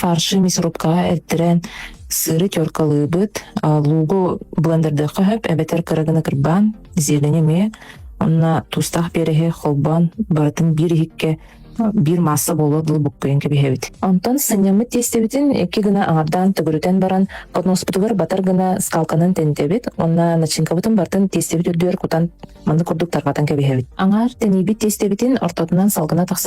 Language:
Yakut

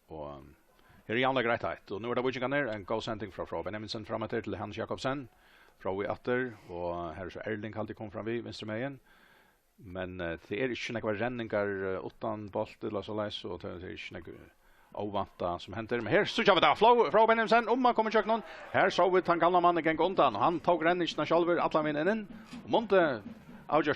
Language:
Faroese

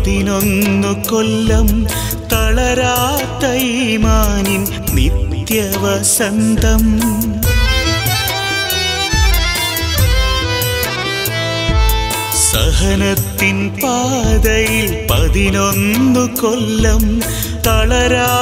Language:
Malayalam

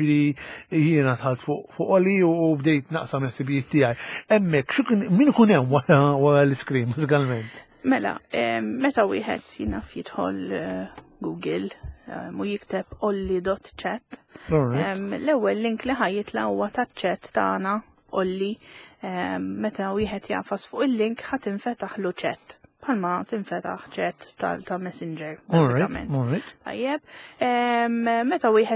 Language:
Maltese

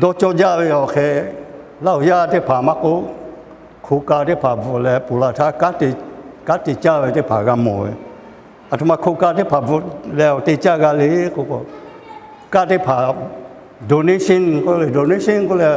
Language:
Lahu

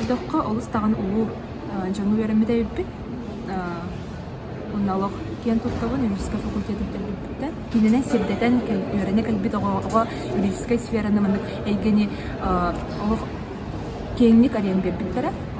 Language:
Yakut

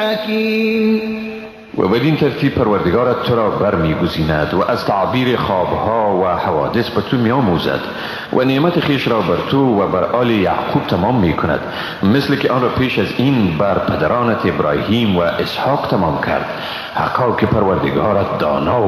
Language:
Persian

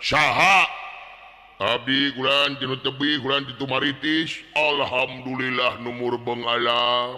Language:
Sundanese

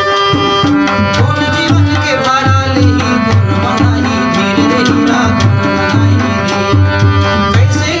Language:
Chhattisgarhi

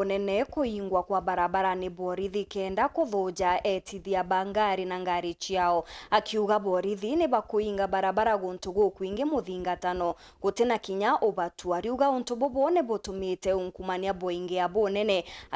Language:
Meru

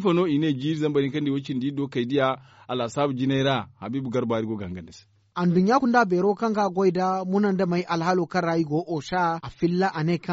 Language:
Zarma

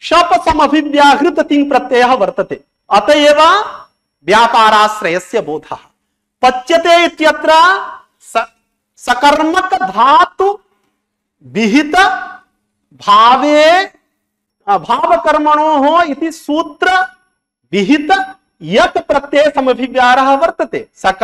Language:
Sanskrit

